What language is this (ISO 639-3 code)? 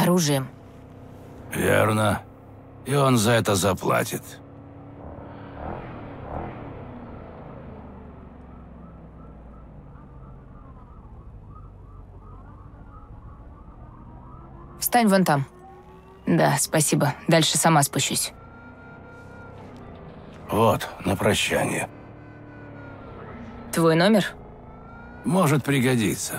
rus